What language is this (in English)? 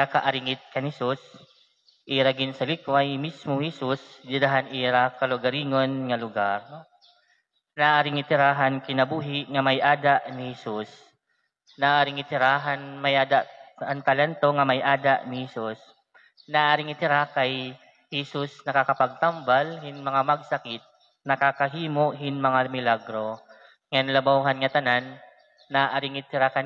Waray